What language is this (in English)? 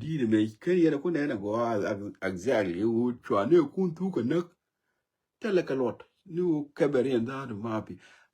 Nuer